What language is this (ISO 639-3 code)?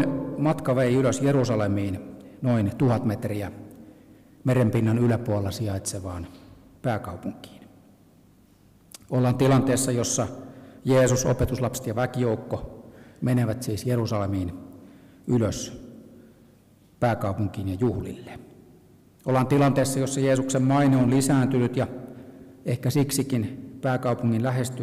fin